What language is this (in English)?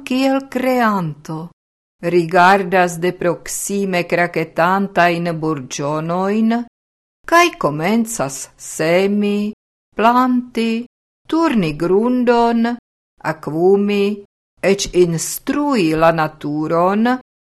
Esperanto